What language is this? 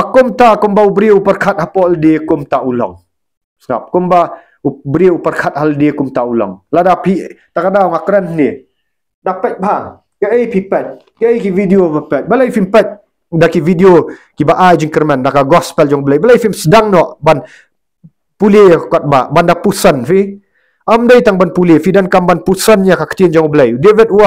Khasi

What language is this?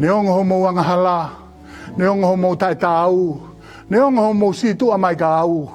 Tongan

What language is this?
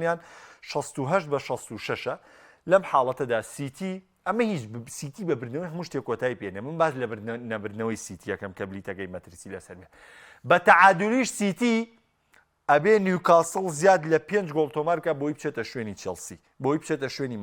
Central Kurdish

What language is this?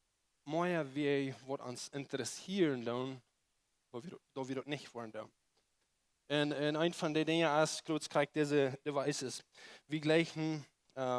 Plautdietsch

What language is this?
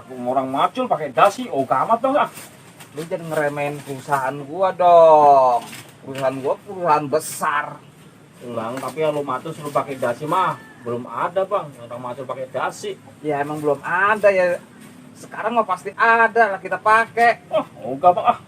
Betawi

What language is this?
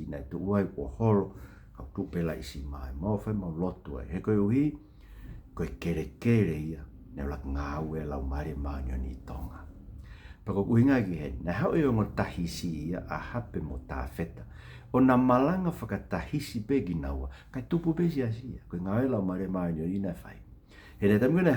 Tongan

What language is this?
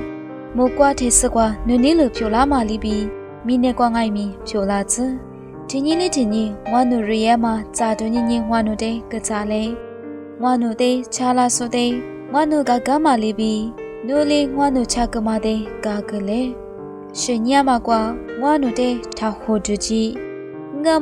Lisu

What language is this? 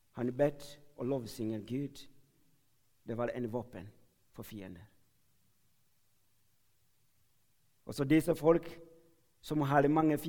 Norwegian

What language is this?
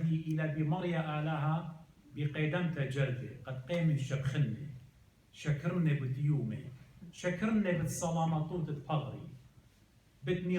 Assyrian Neo-Aramaic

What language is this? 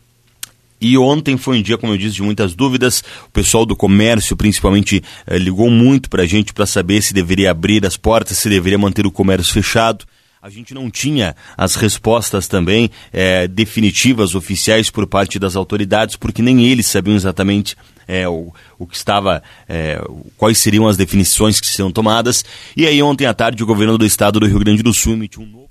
Portuguese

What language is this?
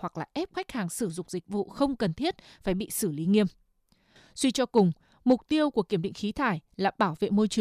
Vietnamese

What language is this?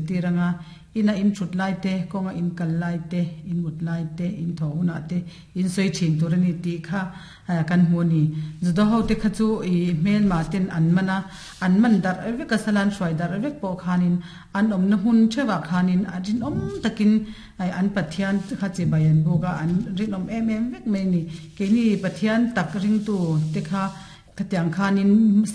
Mizo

